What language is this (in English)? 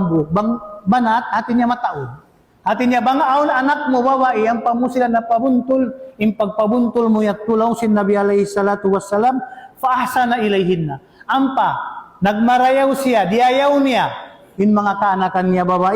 Tausug